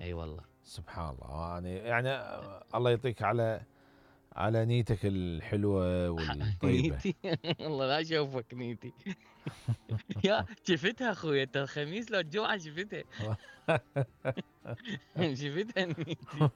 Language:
Mesopotamian Arabic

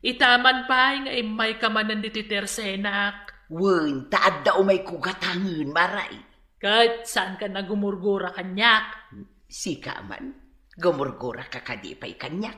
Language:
Iloko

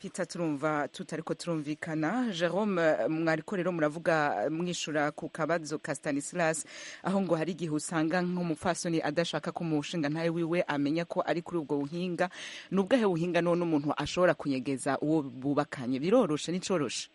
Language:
Rundi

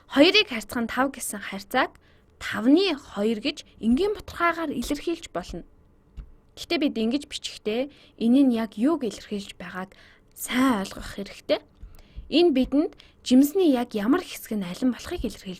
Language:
Mongolian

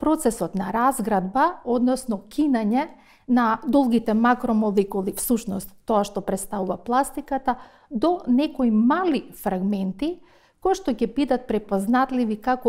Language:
Macedonian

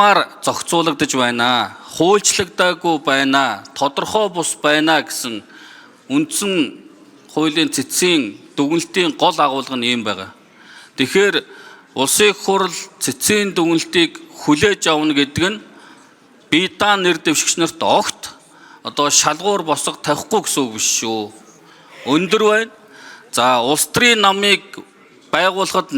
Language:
Mongolian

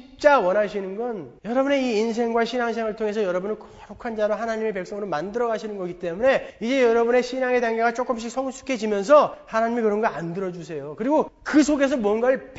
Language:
Korean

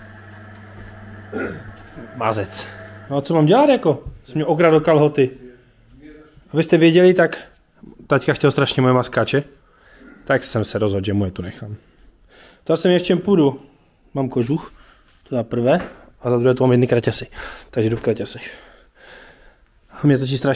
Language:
Czech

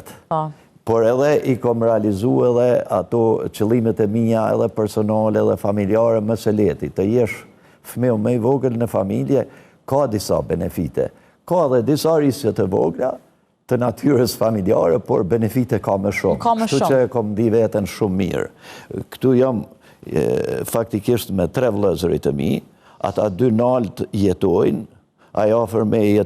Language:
Albanian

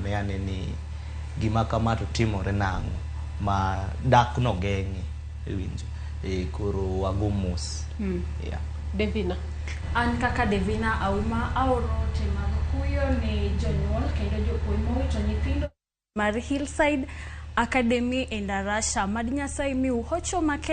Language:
Luo (Kenya and Tanzania)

